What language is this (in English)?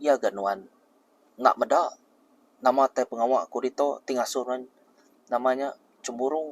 Iban